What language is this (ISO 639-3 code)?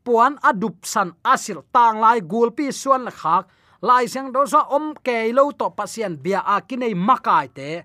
ctd